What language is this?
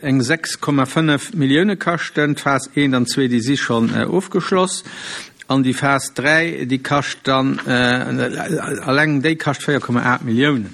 Luxembourgish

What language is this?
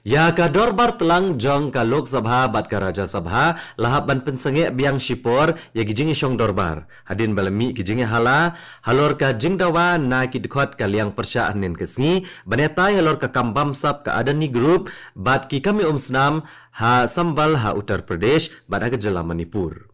Khasi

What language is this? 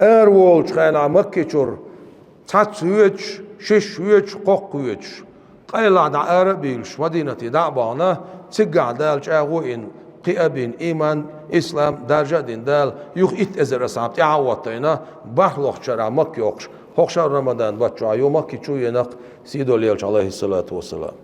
Chechen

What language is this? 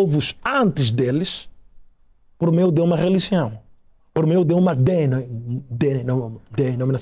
Portuguese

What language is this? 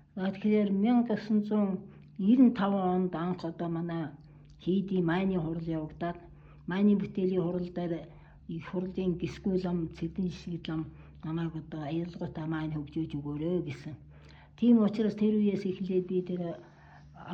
Mongolian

